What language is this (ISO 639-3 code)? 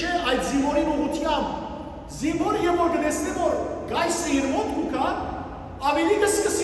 hyw